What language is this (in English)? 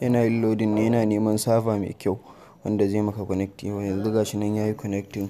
Hausa